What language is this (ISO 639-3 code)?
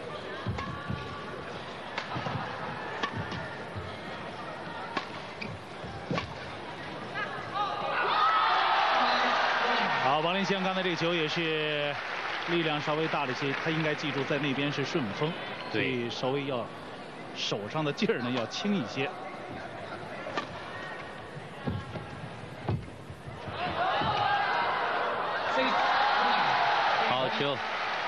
zho